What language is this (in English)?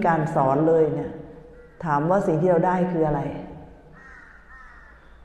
Thai